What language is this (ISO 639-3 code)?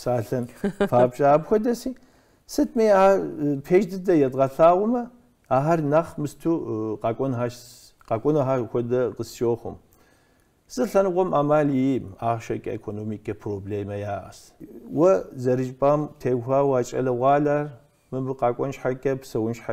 kbd